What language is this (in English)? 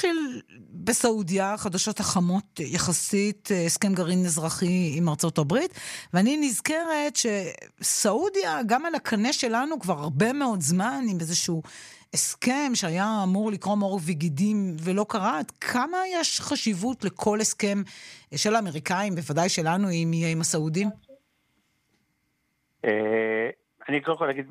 Hebrew